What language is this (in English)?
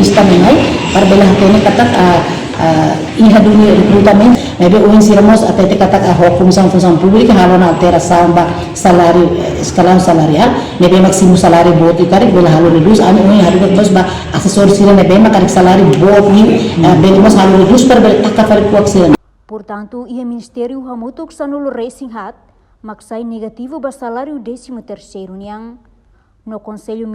Tetum